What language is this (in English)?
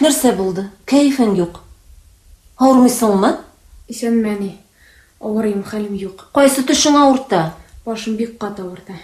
Tatar